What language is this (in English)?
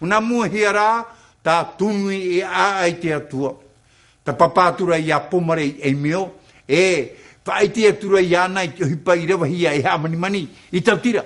Tahitian